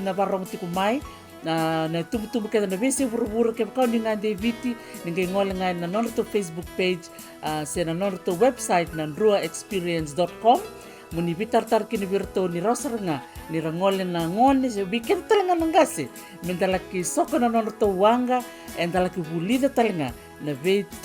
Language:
Fijian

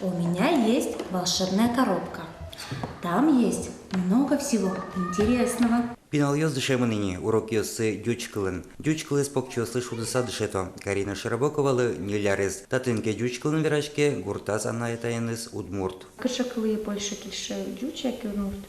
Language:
Udmurt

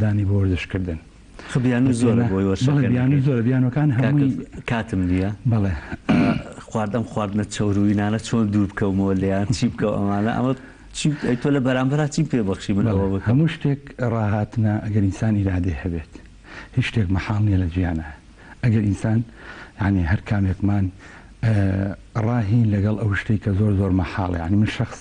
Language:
Central Kurdish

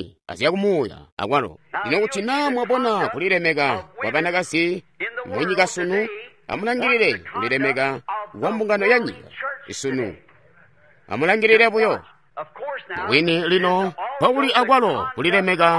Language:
Tonga (Zambia)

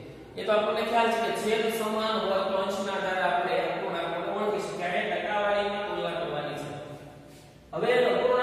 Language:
Gujarati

